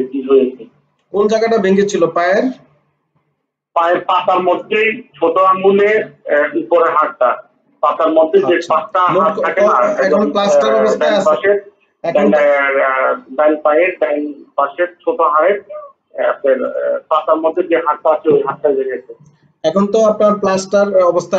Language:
Bangla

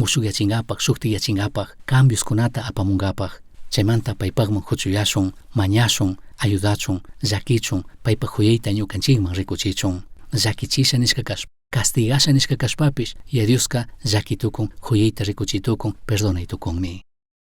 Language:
Chimborazo Highland Quichua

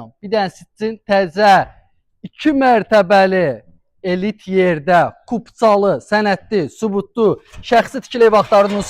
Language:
Azerbaijani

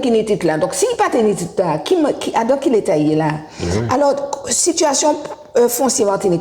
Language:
Guadeloupean Creole French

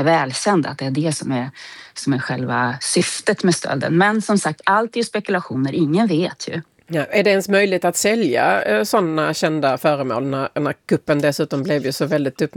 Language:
Swedish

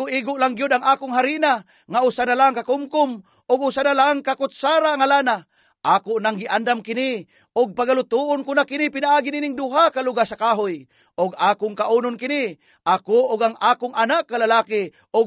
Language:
Cebuano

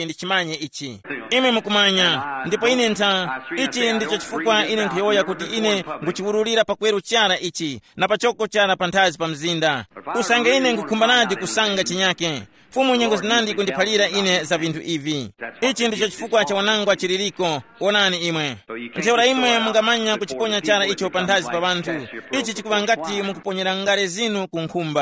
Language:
Tumbuka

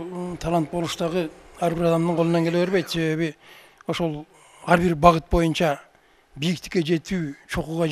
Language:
Kyrgyz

